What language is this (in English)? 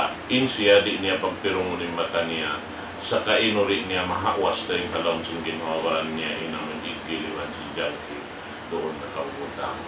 Tausug